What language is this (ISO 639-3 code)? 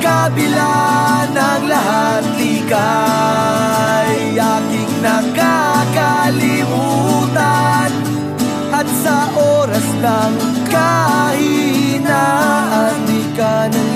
fil